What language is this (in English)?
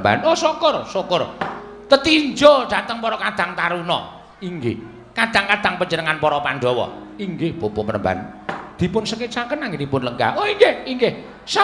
Javanese